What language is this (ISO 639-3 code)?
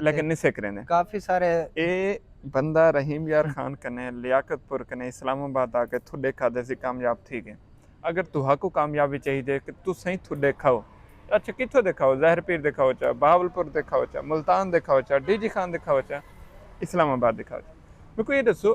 skr